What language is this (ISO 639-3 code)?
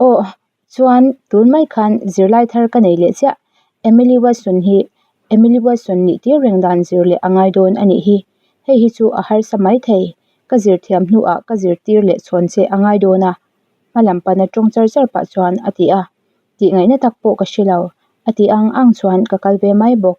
lus